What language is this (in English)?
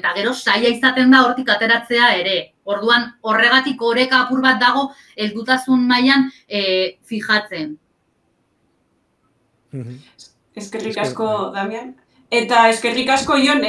Basque